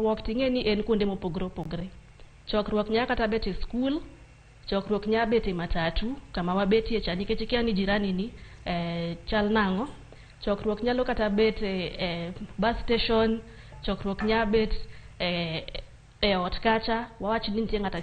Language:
Luo (Kenya and Tanzania)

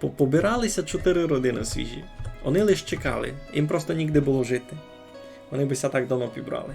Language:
Rusyn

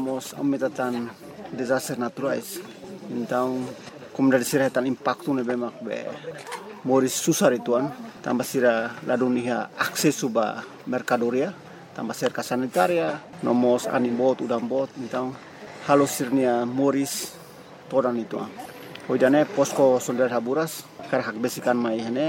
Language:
Tetum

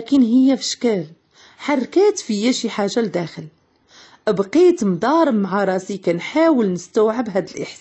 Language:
Moroccan Arabic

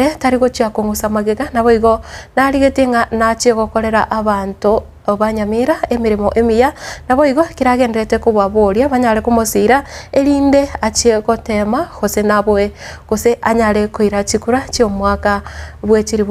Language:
Gusii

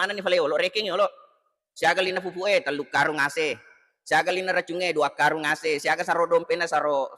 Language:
Buginese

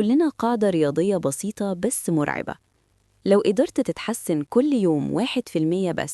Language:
Egyptian Arabic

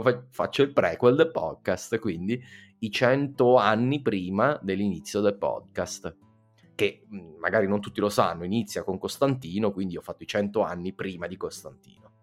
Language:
Italian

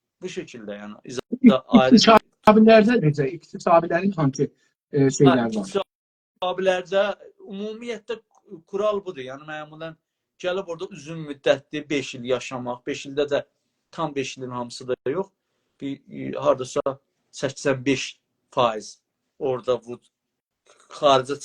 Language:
South Azerbaijani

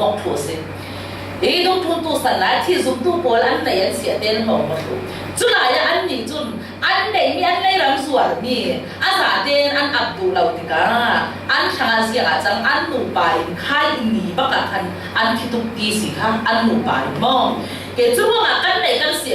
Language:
Falam Chin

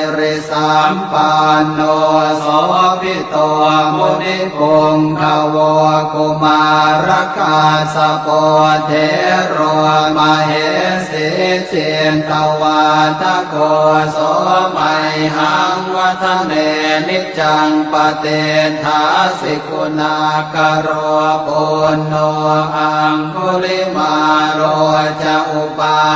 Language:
Pali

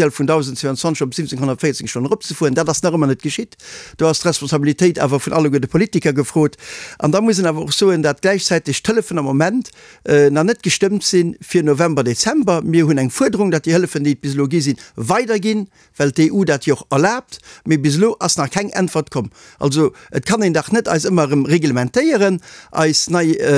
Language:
Luxembourgish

